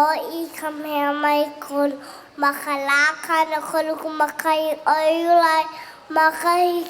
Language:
Hawaiian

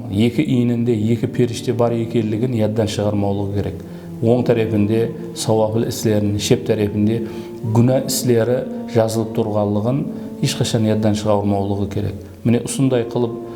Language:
Kara-Kalpak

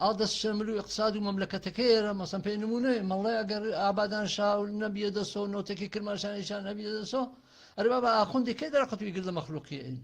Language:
Gurani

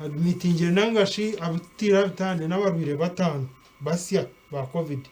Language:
Nyankole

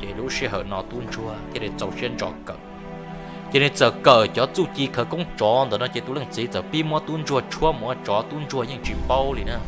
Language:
Hmong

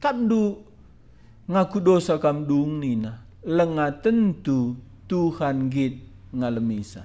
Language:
Batak Karo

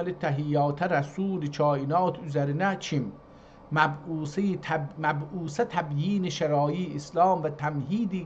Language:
South Azerbaijani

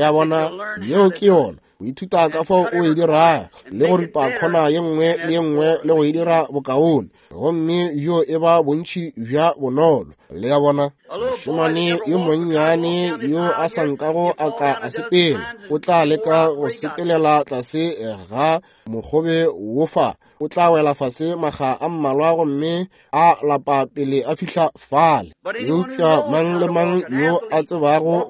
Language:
Northern Sotho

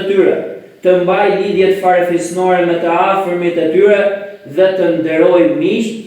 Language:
Albanian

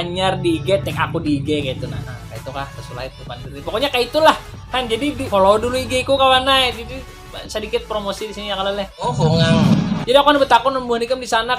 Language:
Banjar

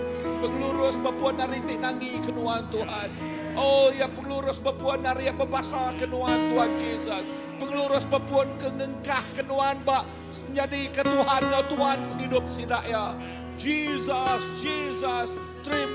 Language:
Iban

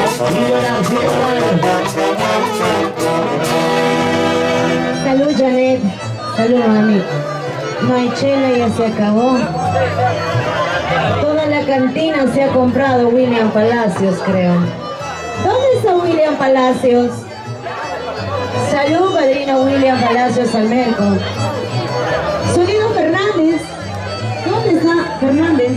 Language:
Spanish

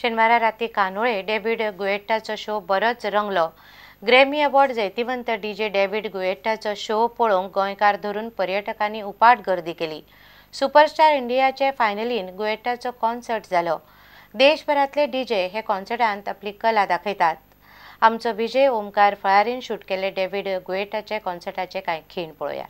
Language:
Konkani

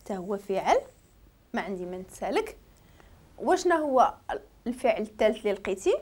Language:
Moroccan Arabic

